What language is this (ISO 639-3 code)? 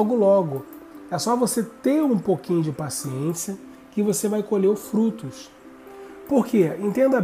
por